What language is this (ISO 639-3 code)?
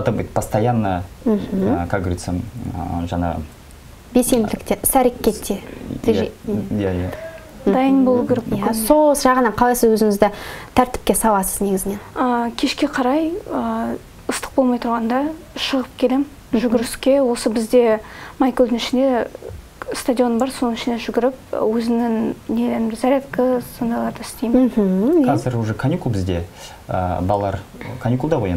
kaz